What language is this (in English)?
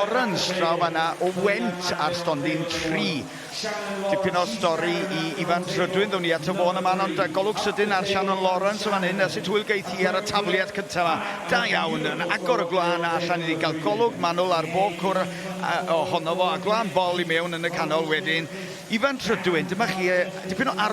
Welsh